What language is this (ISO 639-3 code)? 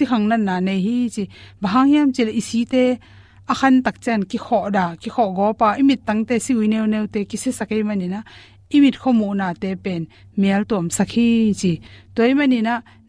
ctd